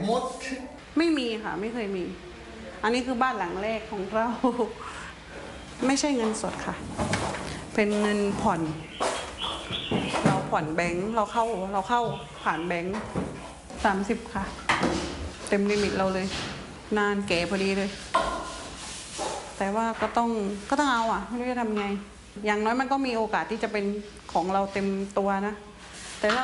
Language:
Thai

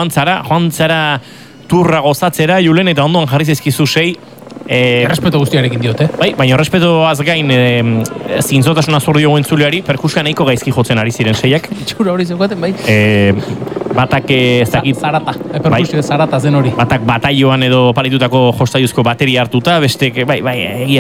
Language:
Basque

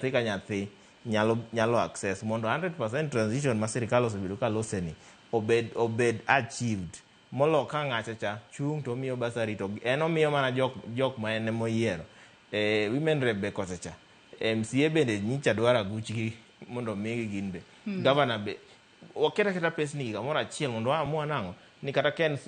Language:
Luo (Kenya and Tanzania)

